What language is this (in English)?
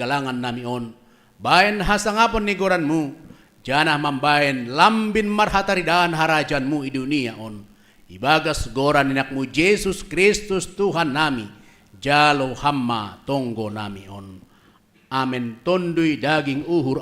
Batak Simalungun